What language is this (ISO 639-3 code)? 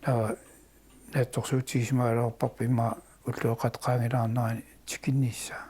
kal